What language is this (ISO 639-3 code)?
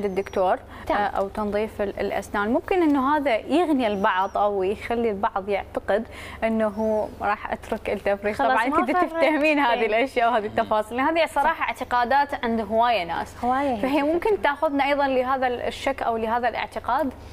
acm